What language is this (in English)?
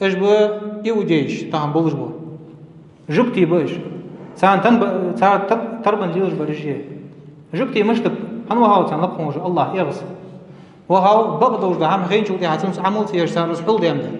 Ingush